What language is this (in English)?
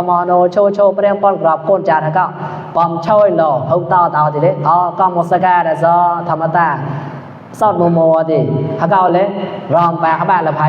Mon